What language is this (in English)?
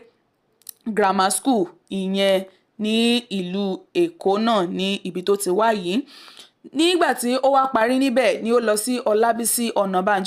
Yoruba